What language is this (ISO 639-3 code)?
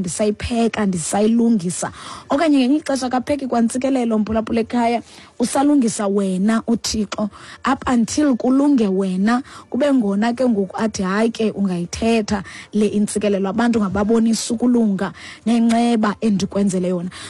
xho